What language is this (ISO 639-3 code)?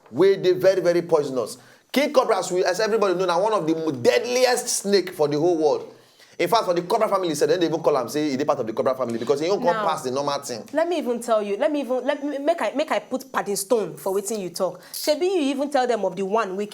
pcm